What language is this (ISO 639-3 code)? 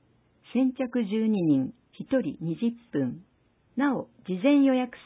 jpn